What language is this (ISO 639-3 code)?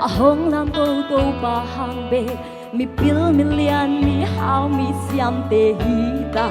ctd